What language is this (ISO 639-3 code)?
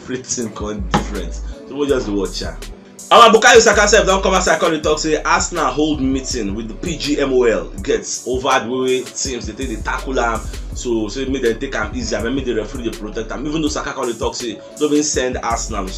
pcm